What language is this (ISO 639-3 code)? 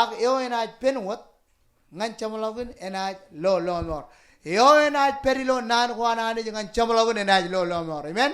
mah